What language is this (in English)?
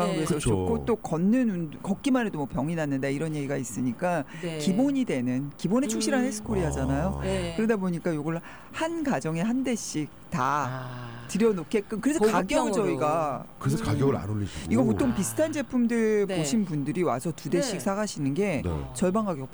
Korean